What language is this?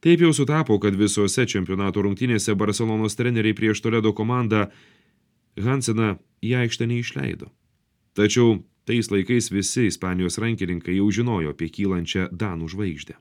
Lithuanian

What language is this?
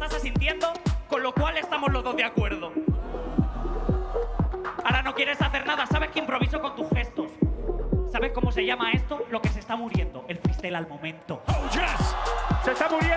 Spanish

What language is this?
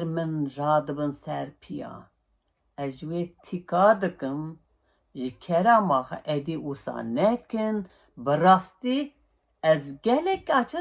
Kurdish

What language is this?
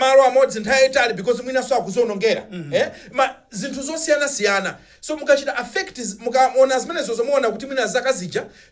Nyanja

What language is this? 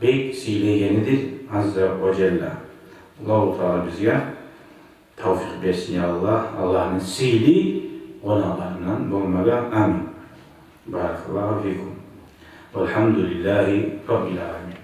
Kumyk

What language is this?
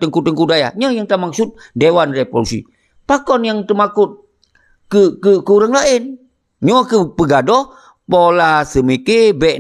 Achinese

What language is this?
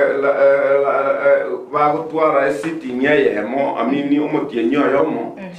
Gusii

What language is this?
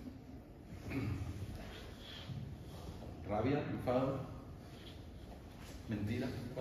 Spanish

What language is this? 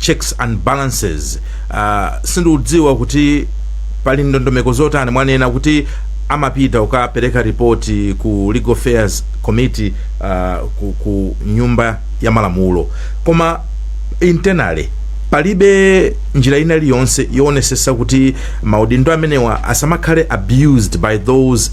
Nyanja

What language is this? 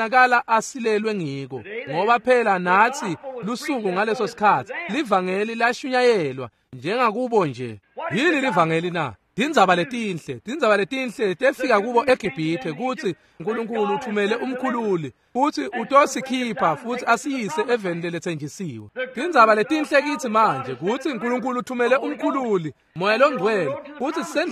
Swati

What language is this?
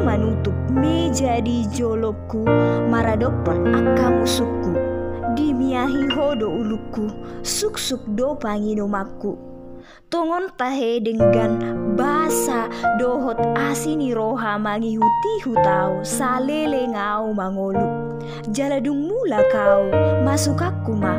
Batak Toba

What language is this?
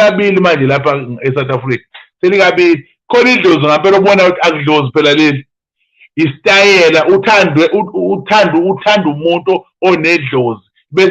Zulu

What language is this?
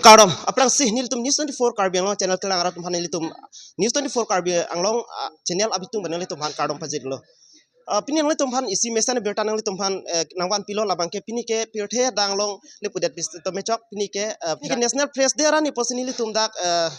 Karbi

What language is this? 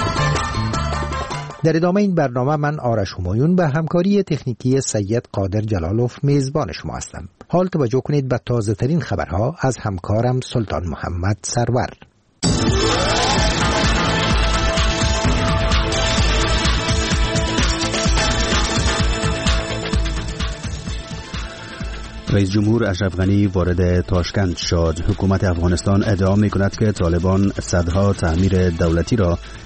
Persian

